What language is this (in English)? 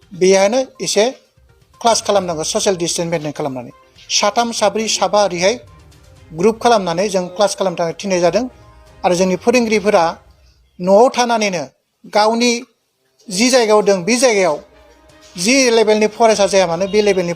Bodo